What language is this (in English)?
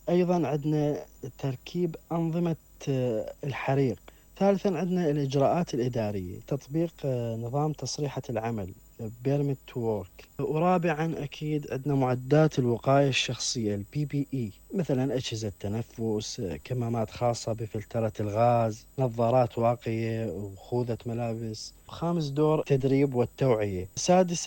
Mesopotamian Arabic